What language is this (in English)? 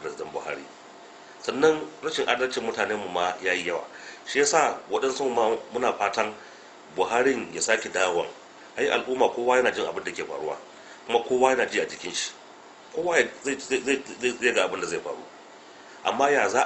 Hausa